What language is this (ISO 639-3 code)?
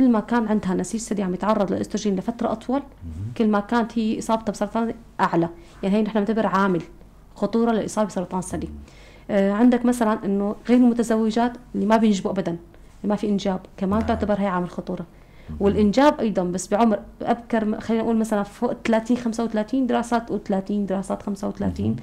apc